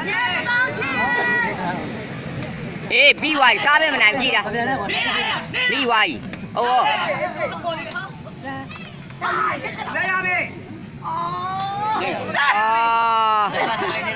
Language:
Burmese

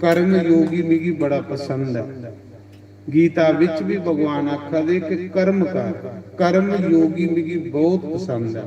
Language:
Dogri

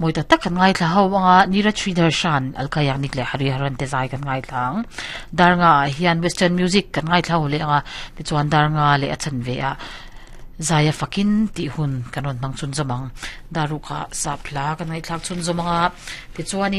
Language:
Mizo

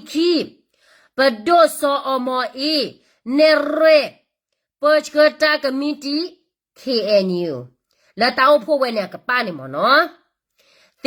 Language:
S'gaw Karen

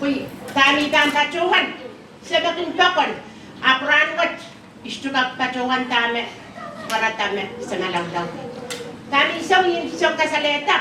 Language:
Pohnpeian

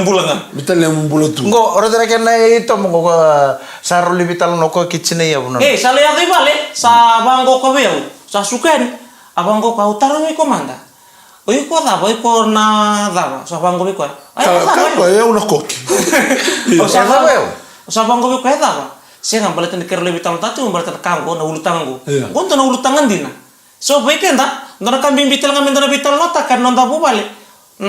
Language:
Fijian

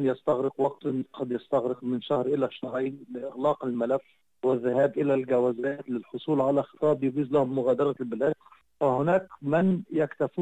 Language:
Arabic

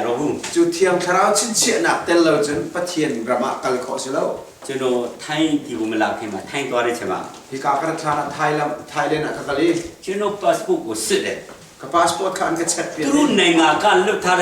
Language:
Hakha Chin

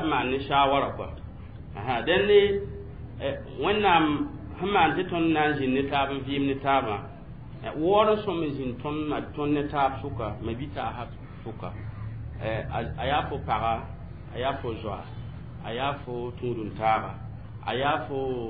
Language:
Mossi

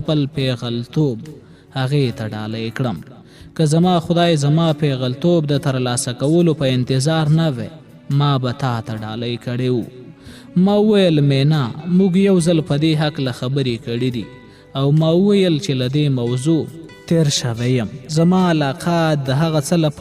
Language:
Pashto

